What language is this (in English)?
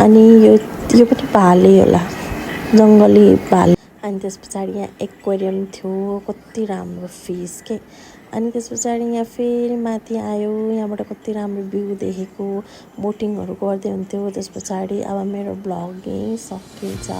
Nepali